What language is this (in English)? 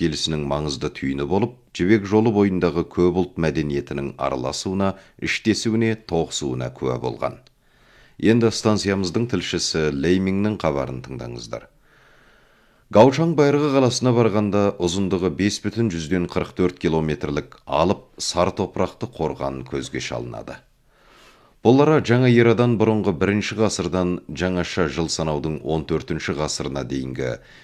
Kazakh